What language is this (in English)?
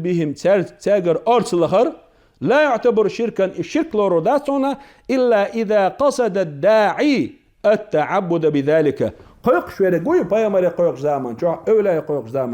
Chechen